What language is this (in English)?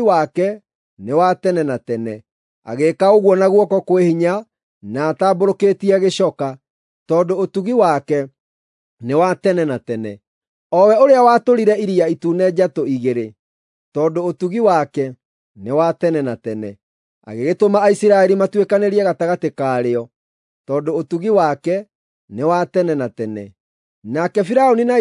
Kikuyu